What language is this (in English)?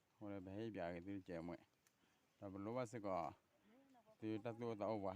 S'gaw Karen